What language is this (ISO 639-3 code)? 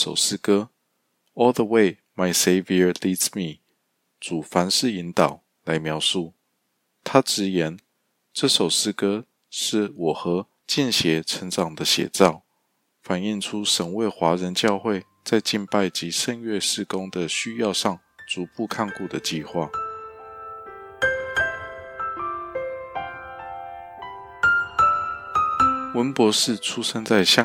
zho